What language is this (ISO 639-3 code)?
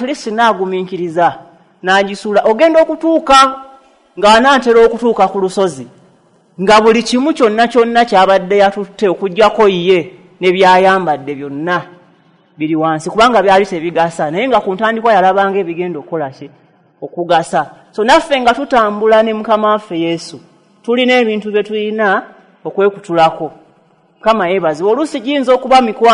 lug